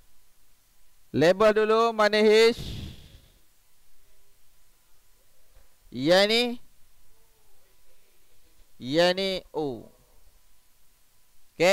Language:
Malay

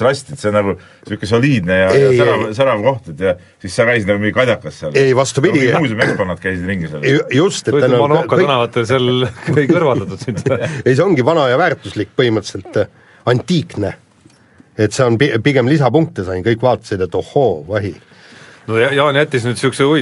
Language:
Estonian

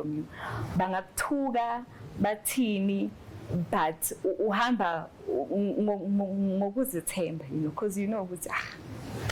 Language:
Zulu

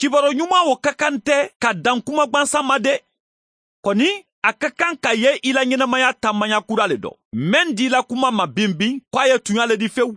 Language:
Mandingo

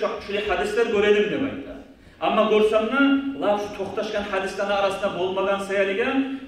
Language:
Kumyk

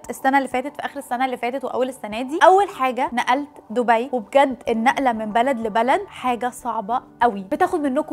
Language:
Egyptian Arabic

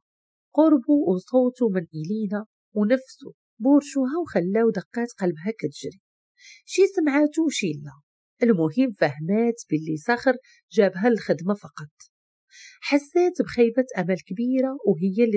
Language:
Moroccan Arabic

